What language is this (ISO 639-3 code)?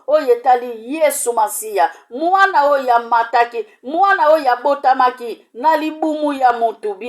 lin